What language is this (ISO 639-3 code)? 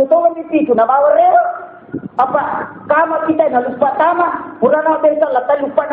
bug